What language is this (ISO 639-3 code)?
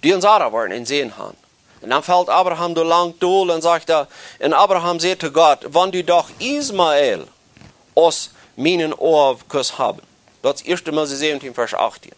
pdt